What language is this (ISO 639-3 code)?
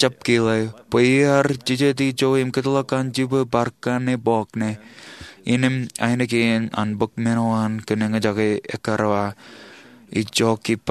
mah